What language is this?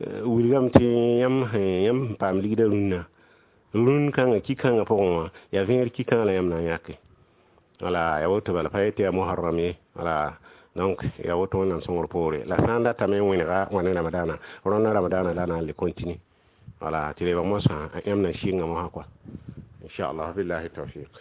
Mossi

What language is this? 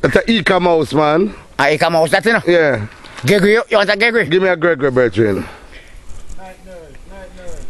Jamaican Creole English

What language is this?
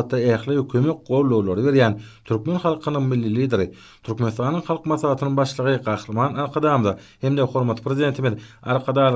Turkmen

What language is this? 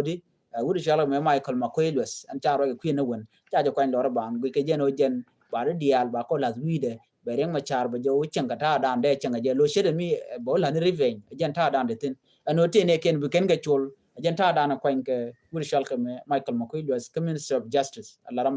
Nuer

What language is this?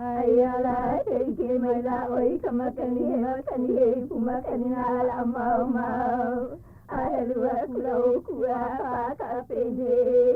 Hawaiian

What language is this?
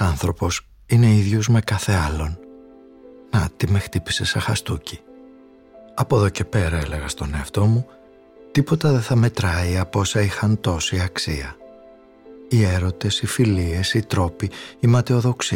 Greek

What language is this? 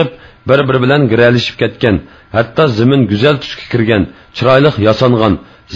Uyghur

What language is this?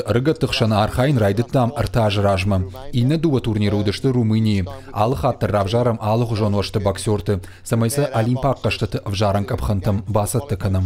Ossetic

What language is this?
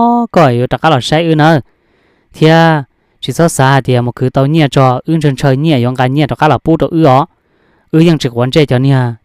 Hmong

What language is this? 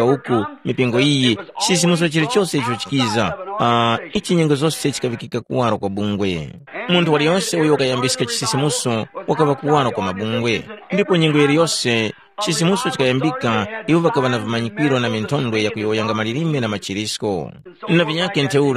Tumbuka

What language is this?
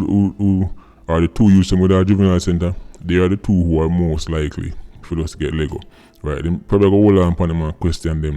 Jamaican Creole English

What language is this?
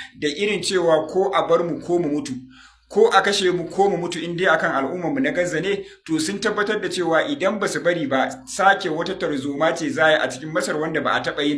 Hausa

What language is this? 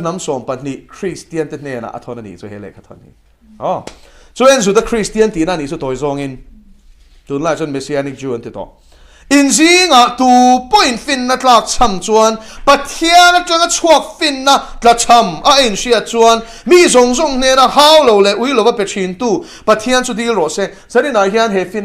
Mizo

